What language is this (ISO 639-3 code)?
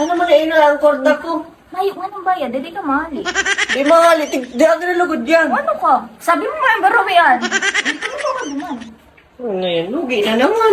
bik